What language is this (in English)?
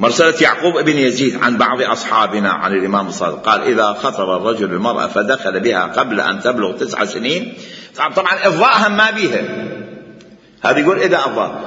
Mesopotamian Arabic